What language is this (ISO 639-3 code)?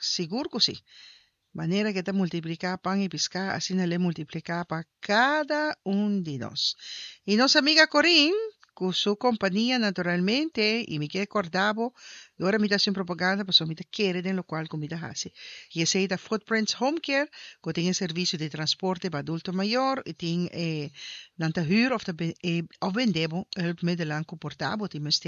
pap